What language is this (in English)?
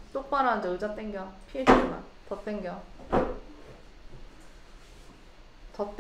Korean